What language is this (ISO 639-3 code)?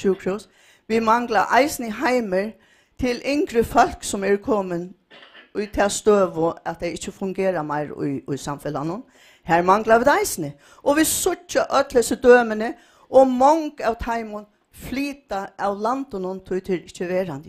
fao